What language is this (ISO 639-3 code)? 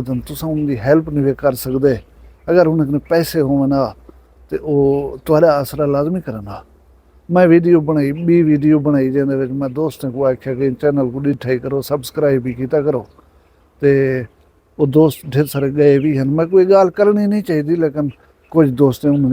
skr